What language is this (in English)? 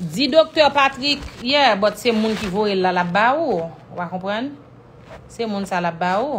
Haitian Creole